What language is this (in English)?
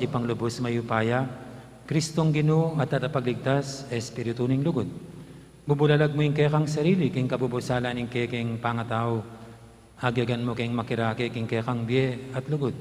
Pampanga